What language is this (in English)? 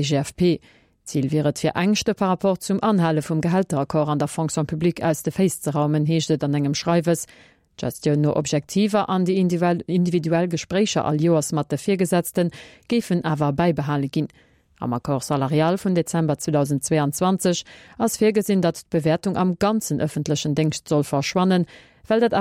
Luxembourgish